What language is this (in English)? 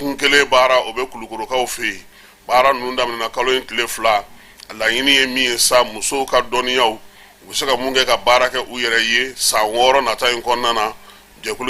Bambara